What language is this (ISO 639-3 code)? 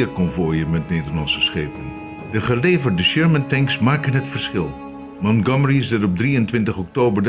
nld